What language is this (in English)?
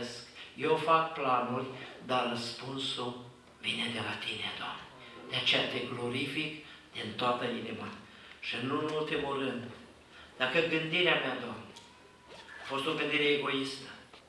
Romanian